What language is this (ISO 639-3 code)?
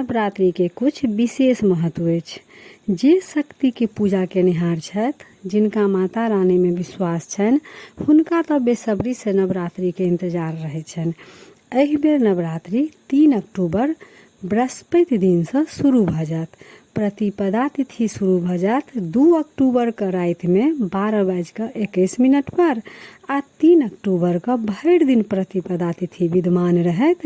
mai